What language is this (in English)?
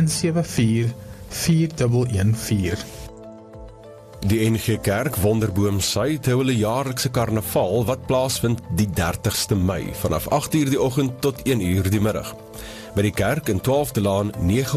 Afrikaans